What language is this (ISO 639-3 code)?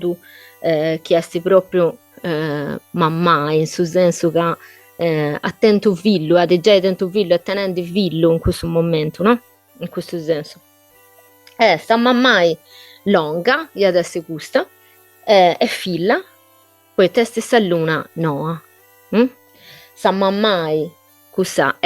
srd